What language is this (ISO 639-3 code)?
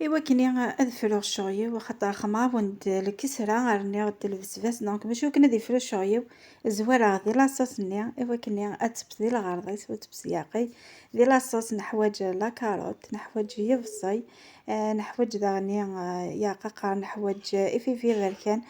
kab